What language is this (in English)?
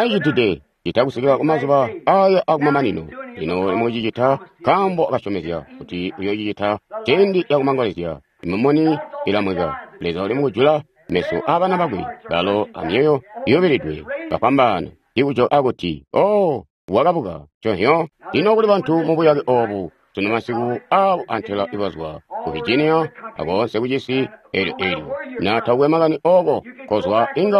Tonga (Zambia)